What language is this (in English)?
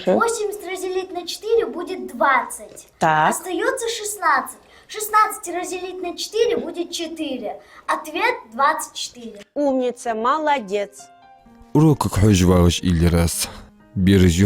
Ingush